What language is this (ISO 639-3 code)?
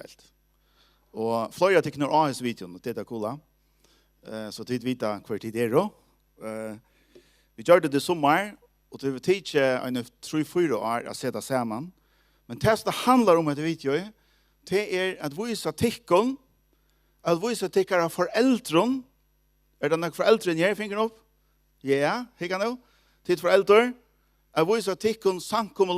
fao